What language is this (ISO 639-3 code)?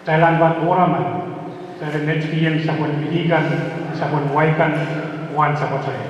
pon